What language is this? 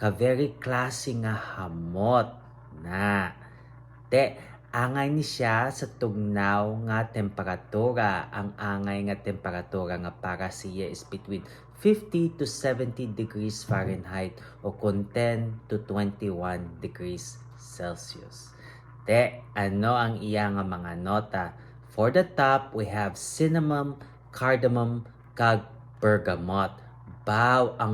Hiligaynon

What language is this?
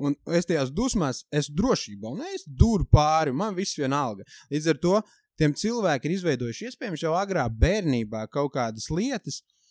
Latvian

